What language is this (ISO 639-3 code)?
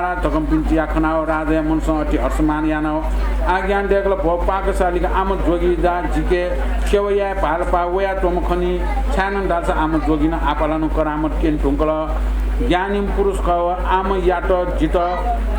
new